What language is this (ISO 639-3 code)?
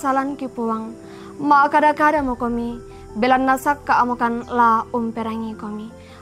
sda